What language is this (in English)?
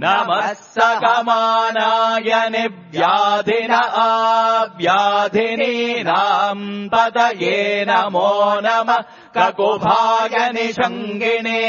Sanskrit